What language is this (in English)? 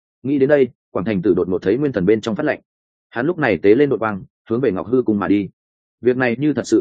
Vietnamese